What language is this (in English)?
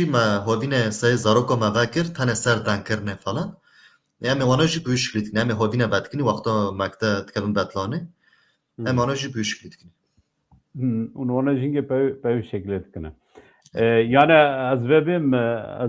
Kurdish